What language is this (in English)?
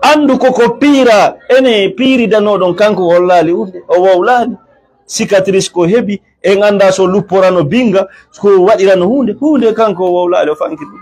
Fula